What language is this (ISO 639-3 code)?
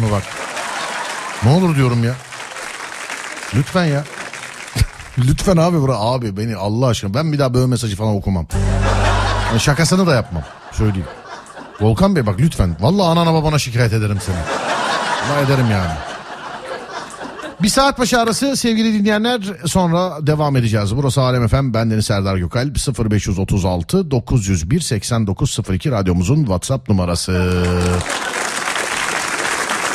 tur